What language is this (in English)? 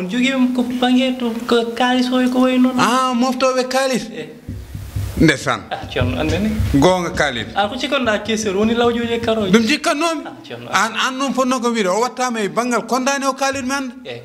Fula